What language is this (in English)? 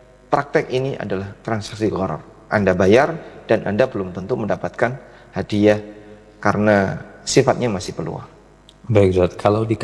Indonesian